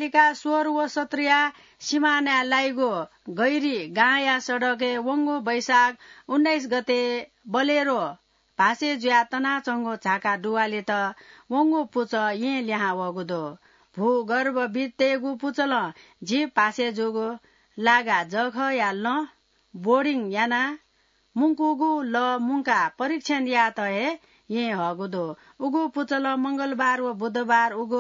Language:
Newari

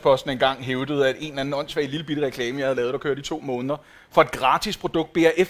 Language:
Danish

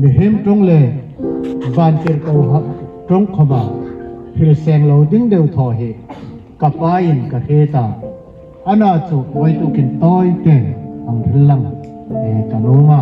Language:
Hmar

